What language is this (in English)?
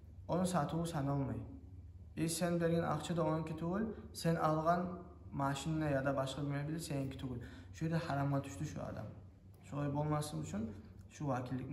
Kumyk